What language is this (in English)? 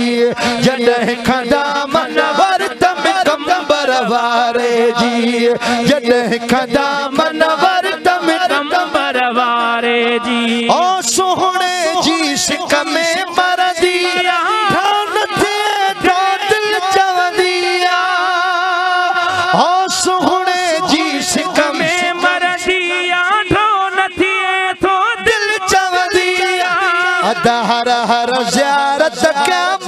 Sindhi